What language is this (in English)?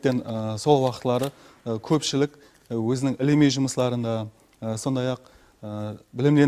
Kara-Kalpak